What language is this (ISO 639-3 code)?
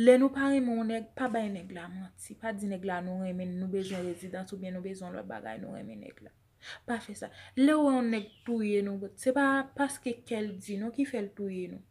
hat